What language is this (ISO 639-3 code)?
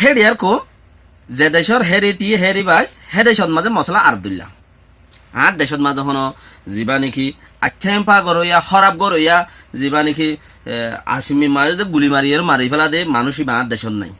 rhg